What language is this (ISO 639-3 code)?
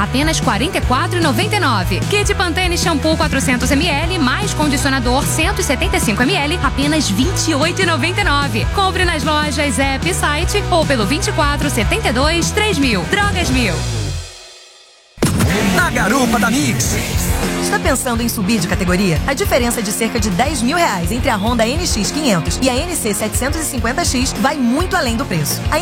por